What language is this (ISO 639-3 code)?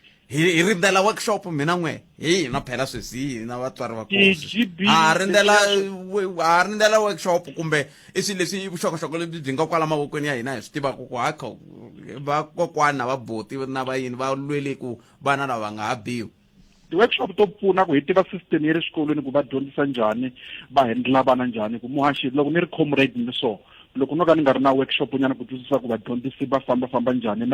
tso